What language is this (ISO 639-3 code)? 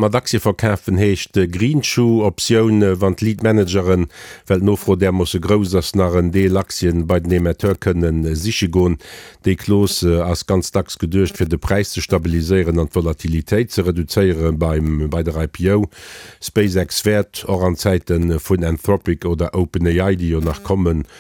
ltz